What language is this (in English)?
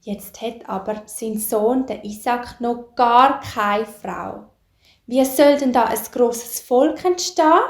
Swiss German